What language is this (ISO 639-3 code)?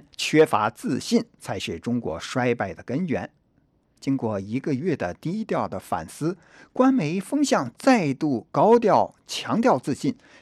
zho